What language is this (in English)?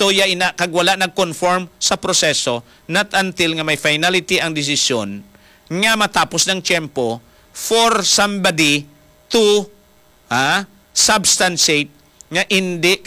Hiligaynon